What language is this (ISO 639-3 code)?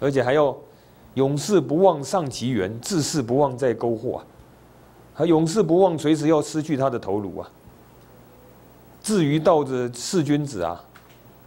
zho